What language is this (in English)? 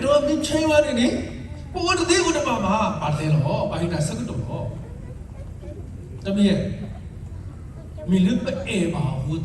S'gaw Karen